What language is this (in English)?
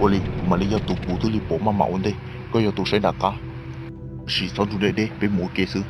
Hmong